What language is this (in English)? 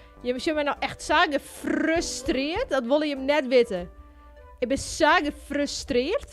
Western Frisian